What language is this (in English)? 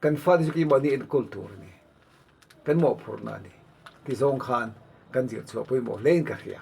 Mizo